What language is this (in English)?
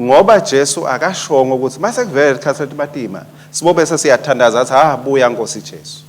Swati